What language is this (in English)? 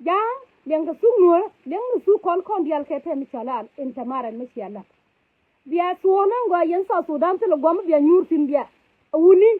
Nuer